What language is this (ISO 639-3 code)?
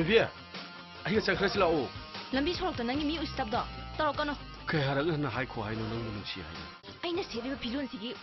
mni